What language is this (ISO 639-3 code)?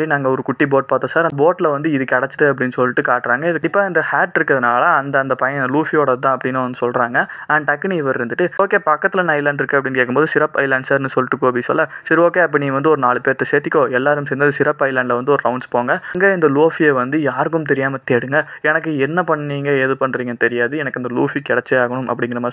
tam